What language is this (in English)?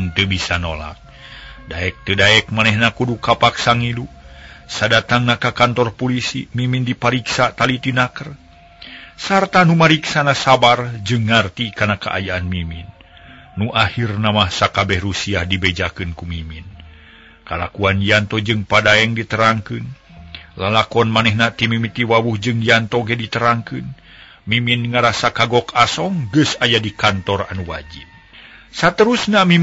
Sundanese